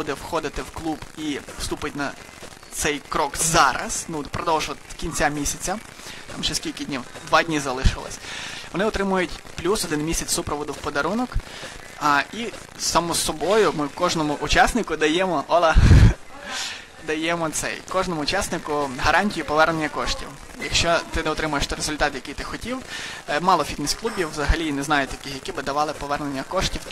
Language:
Ukrainian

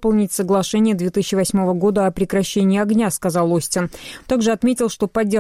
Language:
Russian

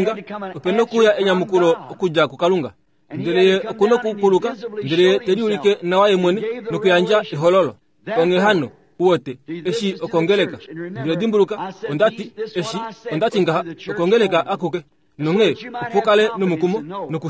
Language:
Kuanyama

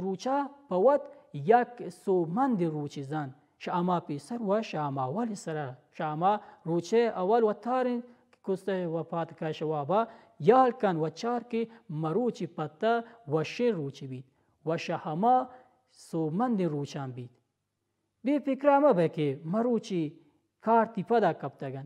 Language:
Baluchi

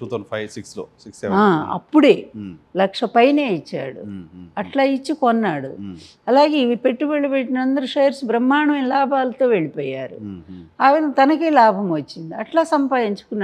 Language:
Telugu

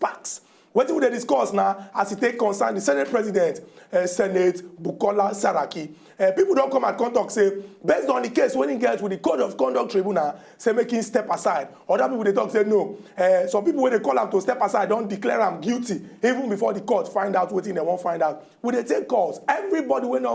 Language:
Nigerian Pidgin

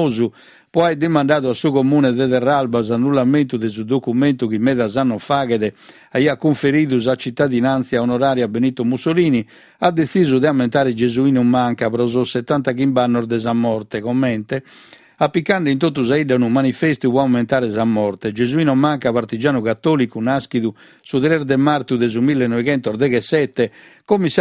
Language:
Sardinian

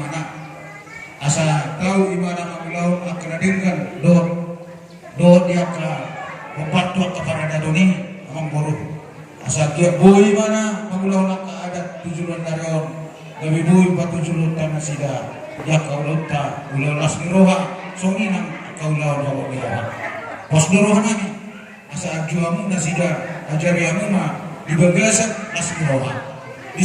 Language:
Batak Toba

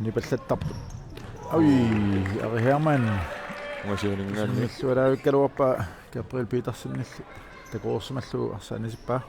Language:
Kalaallisut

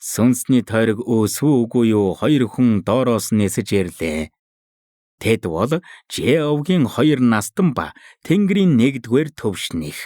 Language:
Mongolian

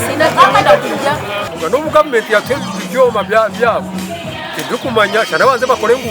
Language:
Nyankole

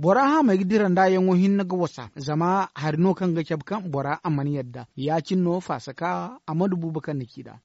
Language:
Zarma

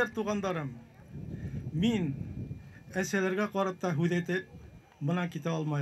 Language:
Bashkir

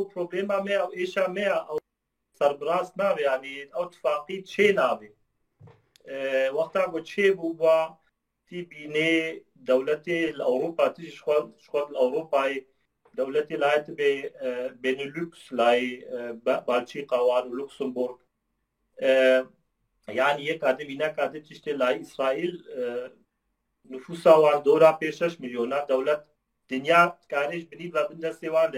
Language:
Kurdish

